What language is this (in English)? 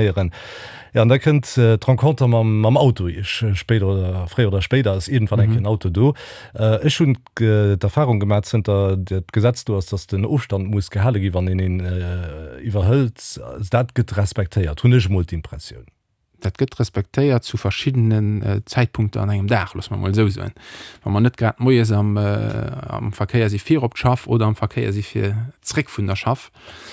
Luxembourgish